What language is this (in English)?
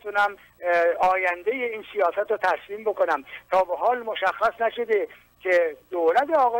Persian